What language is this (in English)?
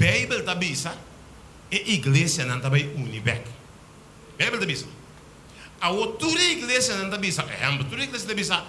Papiamento